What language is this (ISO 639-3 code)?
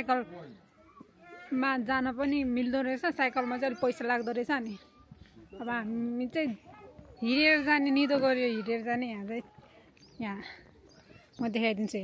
nep